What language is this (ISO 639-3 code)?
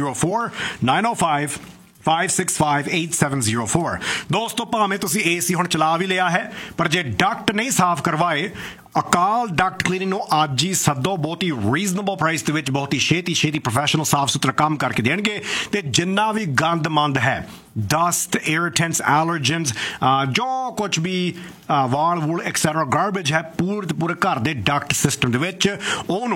pan